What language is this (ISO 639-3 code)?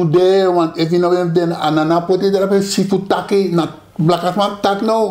srn